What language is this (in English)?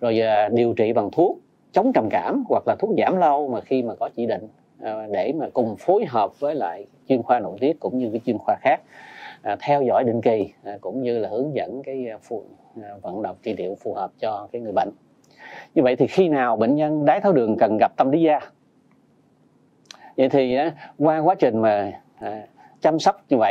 Vietnamese